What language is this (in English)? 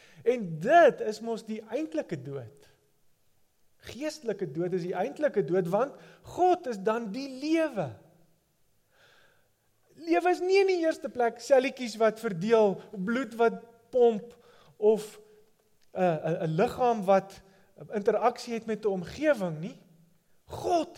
Afrikaans